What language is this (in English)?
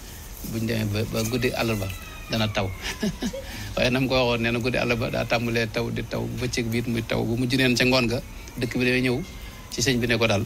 Wolof